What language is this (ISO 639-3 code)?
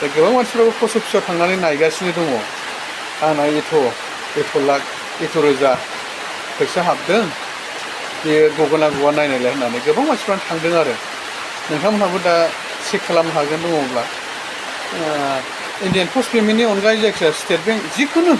brx